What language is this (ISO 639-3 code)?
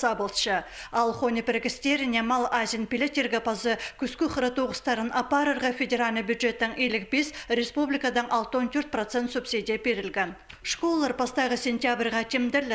kjh